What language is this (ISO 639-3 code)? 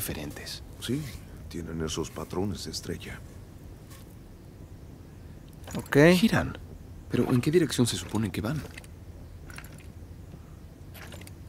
spa